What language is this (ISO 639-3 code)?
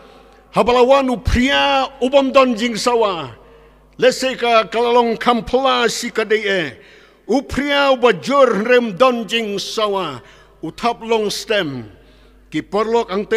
kha